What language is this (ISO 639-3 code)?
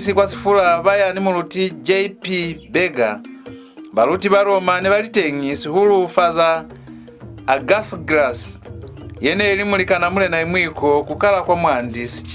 loz